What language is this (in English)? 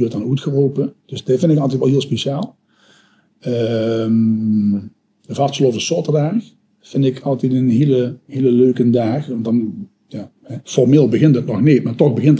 Limburgish